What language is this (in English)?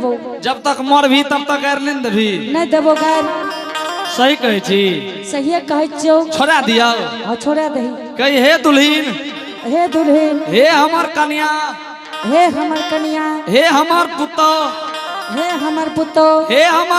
Angika